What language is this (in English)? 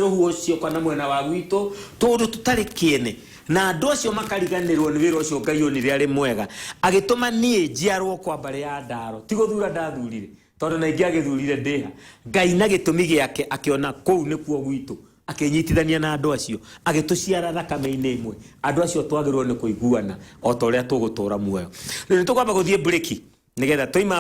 Kikuyu